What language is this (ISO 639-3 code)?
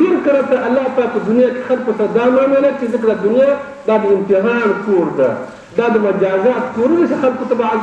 pus